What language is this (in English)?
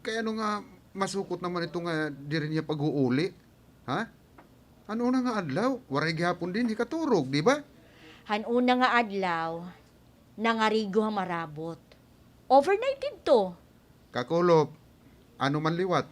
Waray